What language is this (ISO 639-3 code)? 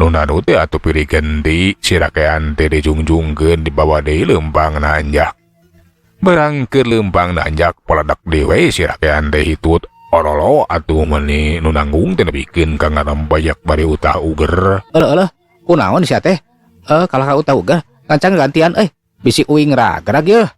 sun